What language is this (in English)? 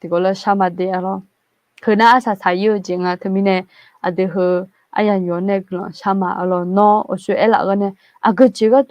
Akha